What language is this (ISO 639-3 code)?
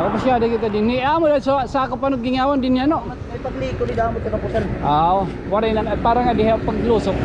war